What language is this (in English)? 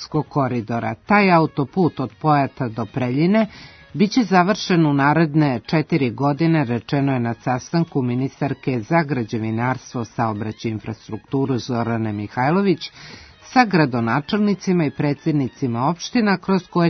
Serbian